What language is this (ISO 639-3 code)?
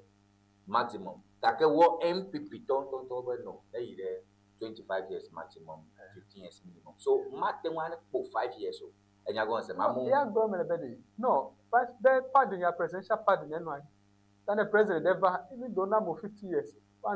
ewe